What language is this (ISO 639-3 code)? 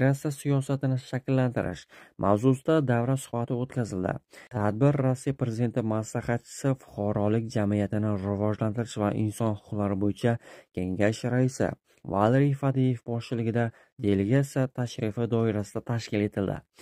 uzb